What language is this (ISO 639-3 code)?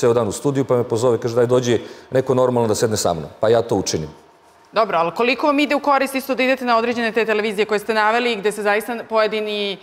srp